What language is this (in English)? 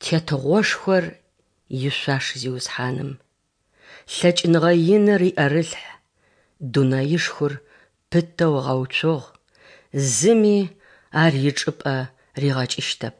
Adyghe